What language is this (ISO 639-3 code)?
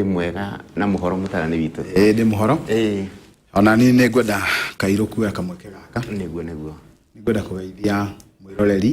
kik